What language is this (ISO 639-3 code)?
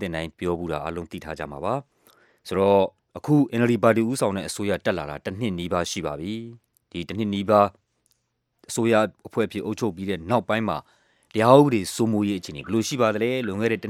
mya